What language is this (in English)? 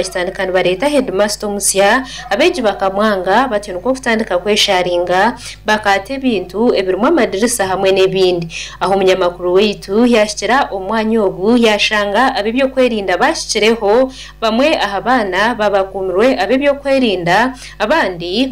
Nyankole